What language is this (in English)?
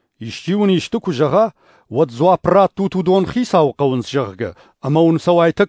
Ossetic